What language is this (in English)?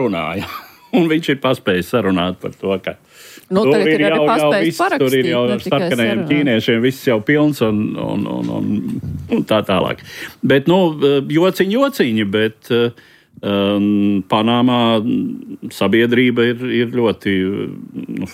Latvian